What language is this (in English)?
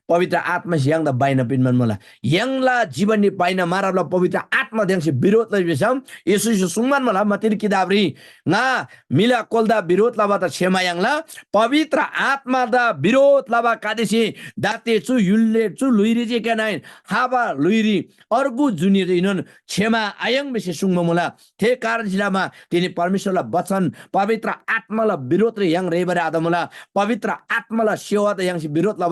Eastern Tamang